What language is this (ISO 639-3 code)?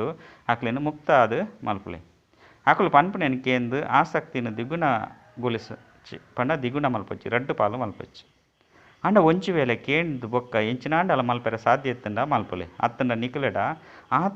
tcy